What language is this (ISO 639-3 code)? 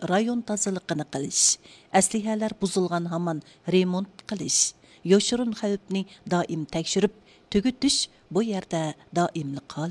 uig